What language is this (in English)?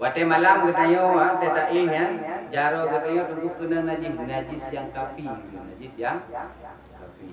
Achinese